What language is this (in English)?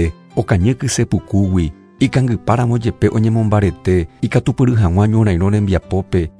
Guarani